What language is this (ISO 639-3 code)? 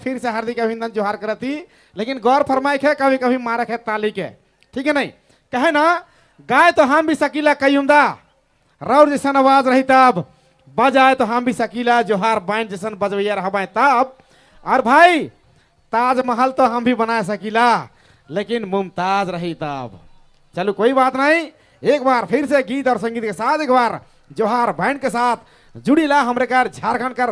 sck